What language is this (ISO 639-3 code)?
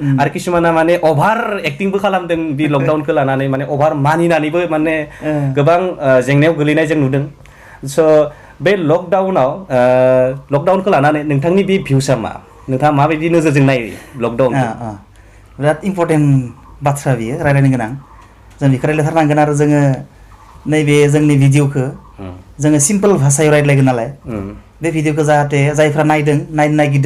brx